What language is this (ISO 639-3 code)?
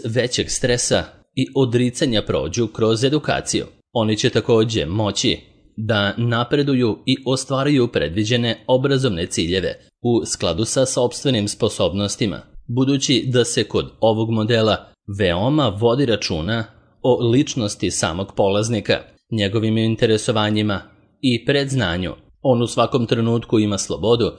srp